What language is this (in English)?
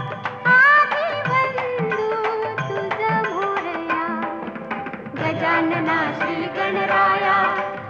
Marathi